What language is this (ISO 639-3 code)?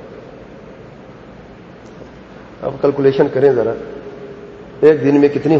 urd